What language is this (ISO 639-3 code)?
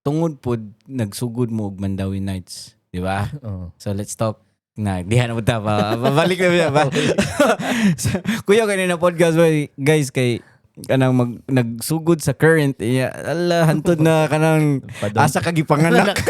ceb